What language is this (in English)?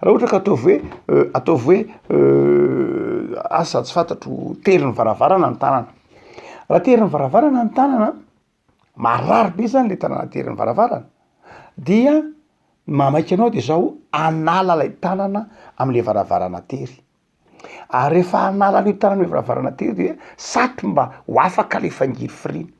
Malagasy